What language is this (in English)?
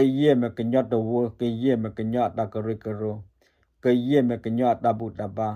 S'gaw Karen